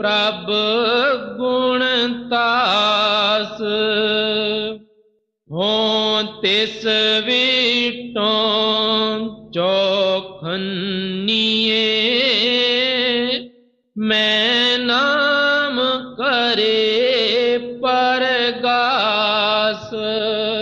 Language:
Punjabi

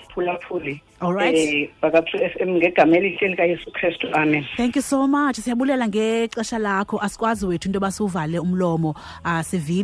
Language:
Xhosa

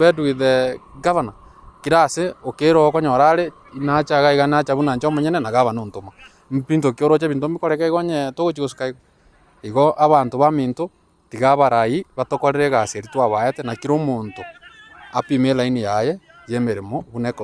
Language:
Gusii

